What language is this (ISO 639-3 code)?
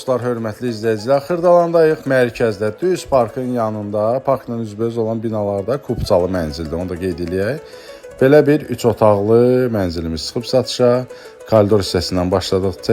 aze